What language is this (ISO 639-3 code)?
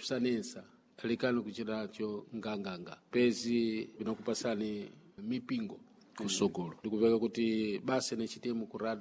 seh